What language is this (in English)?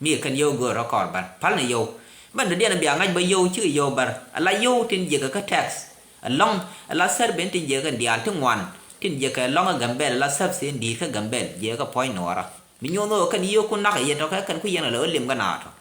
Nuer